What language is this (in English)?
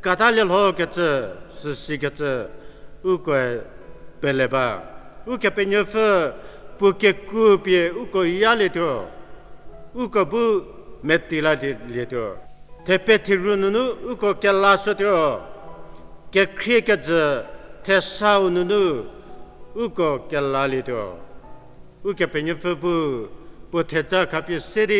Angami Naga